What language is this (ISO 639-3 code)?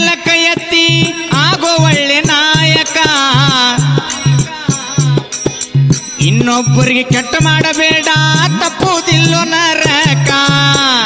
kan